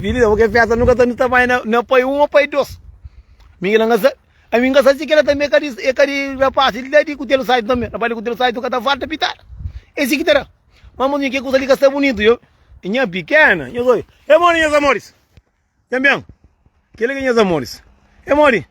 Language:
Kabuverdianu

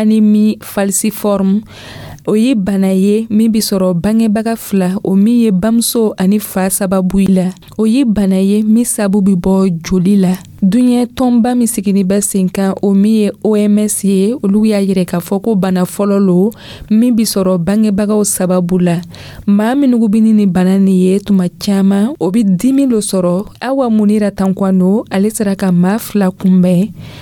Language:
Dyula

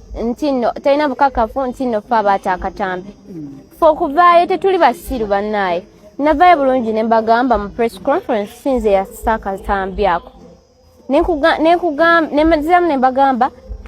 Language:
Ganda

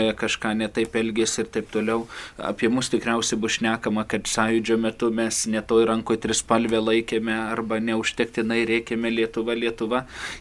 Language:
Lithuanian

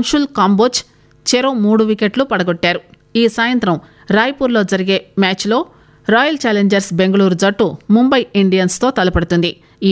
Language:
Telugu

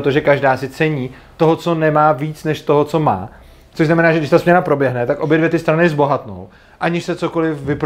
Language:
Czech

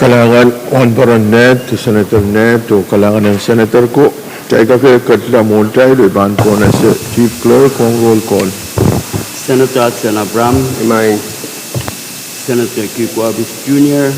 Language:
Pohnpeian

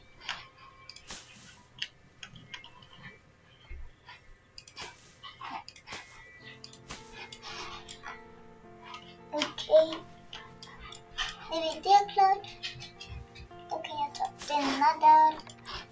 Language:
Swedish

